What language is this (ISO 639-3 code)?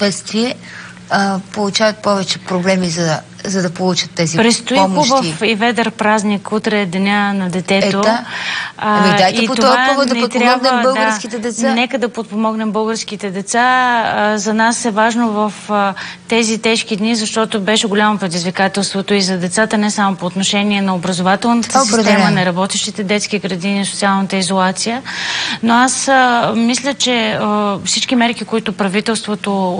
bul